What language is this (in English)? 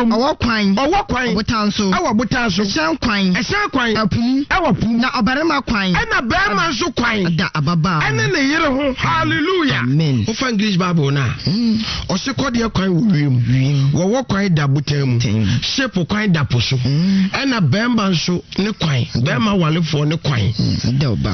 Akan